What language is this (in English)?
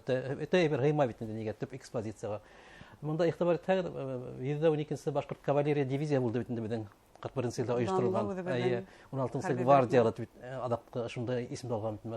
Bashkir